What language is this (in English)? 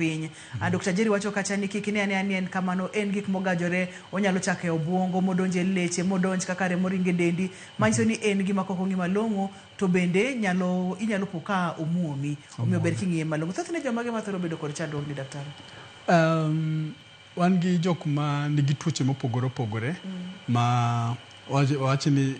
Luo (Kenya and Tanzania)